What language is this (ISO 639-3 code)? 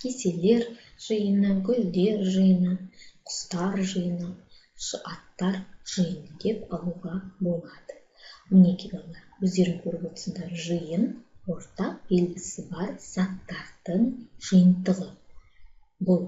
kaz